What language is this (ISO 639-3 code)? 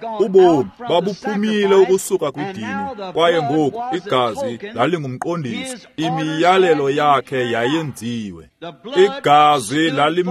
xho